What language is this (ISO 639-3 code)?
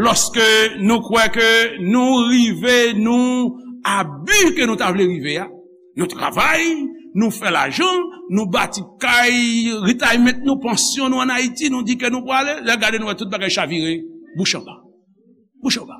hat